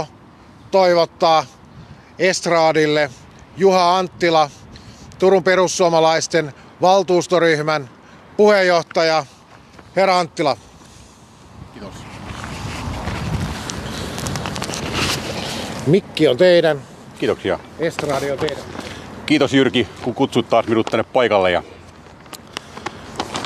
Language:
Finnish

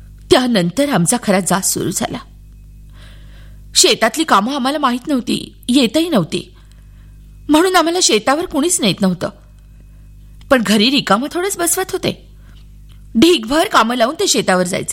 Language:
Marathi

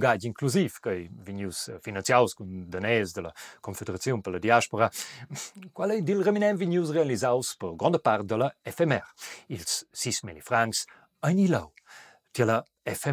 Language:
Romansh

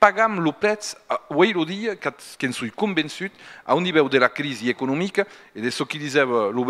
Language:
Occitan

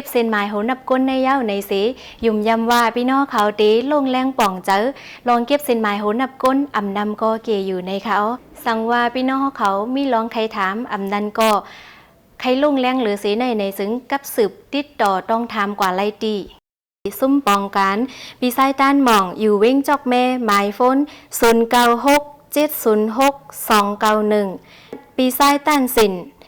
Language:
Shan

